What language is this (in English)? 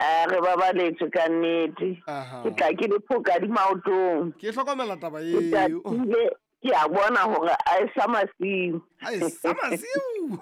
Southern Sotho